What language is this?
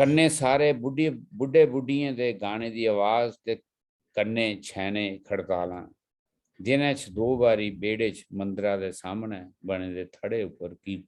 Dogri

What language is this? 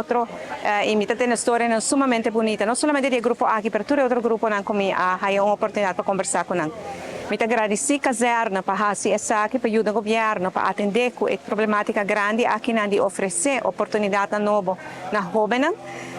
Papiamento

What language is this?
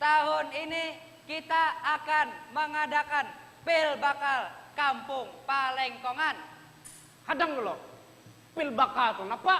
Banjar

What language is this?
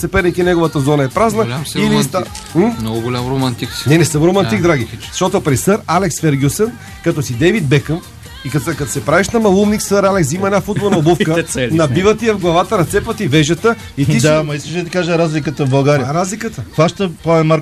Bulgarian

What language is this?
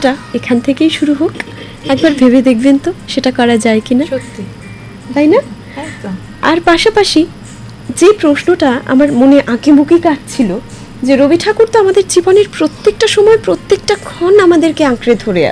Bangla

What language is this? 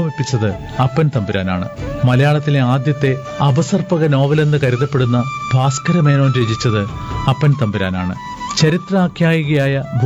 Malayalam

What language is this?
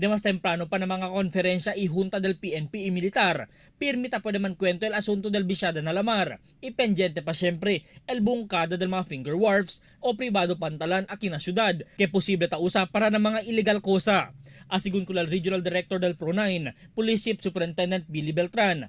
Chavacano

